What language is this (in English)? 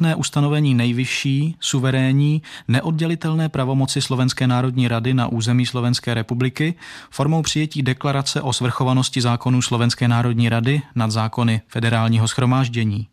Czech